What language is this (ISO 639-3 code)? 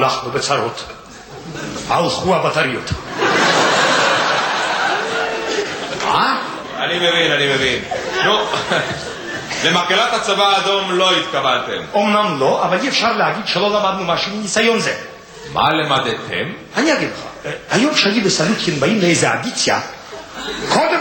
heb